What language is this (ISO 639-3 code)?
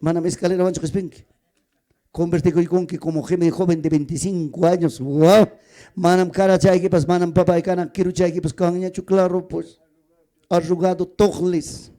quy